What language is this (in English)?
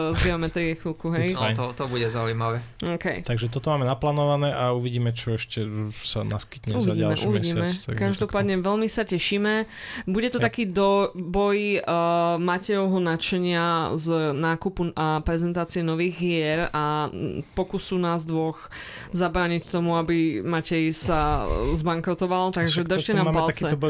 Slovak